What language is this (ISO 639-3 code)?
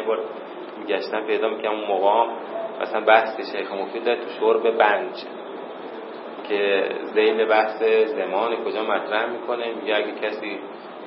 fas